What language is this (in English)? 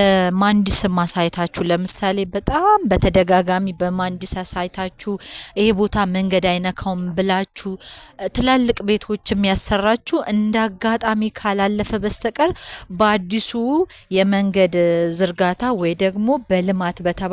Amharic